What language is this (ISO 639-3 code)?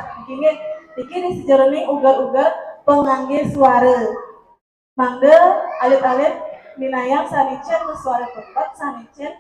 ban